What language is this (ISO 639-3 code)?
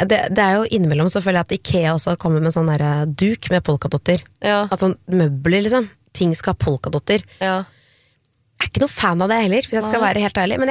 nor